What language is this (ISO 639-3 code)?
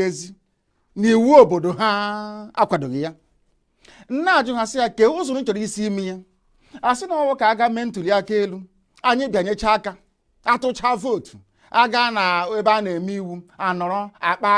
ibo